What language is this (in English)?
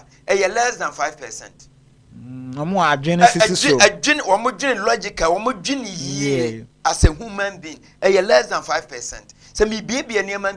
Akan